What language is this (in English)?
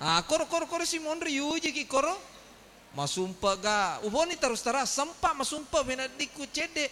Buginese